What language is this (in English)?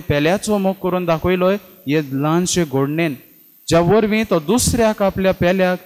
Konkani